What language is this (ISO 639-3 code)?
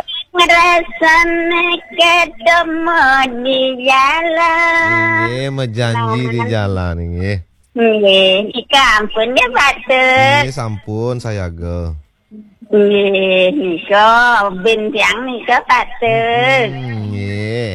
ban